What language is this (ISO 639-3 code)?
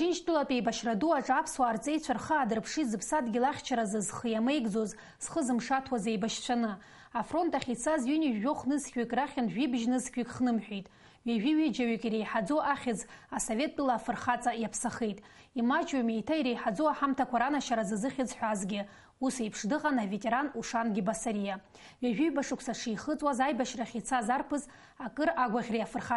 abk